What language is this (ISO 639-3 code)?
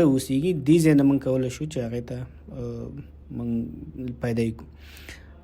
pus